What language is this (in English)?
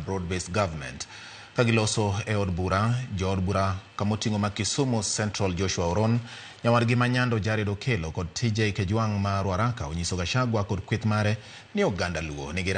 Luo (Kenya and Tanzania)